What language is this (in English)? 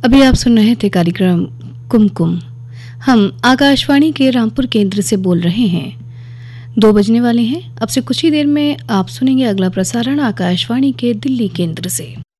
Hindi